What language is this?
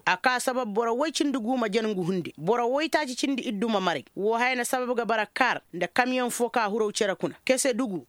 Koyraboro Senni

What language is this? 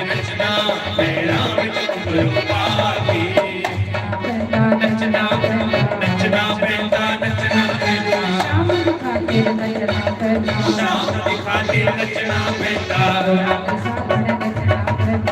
Dogri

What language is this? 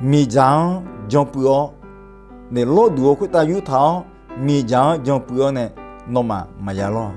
Akha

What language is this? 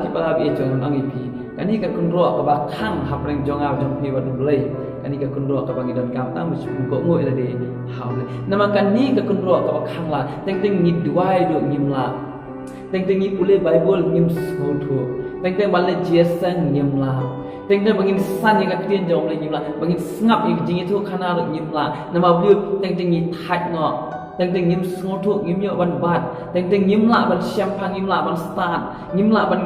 Khasi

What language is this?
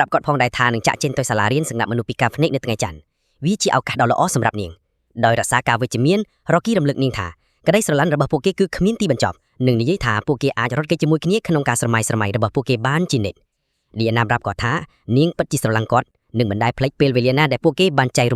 Khmer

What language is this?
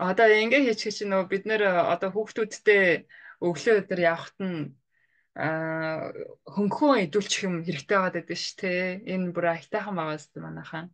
Mongolian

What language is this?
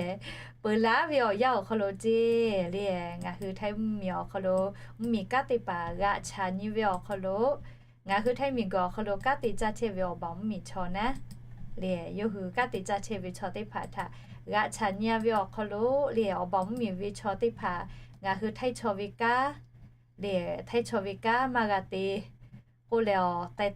Lahu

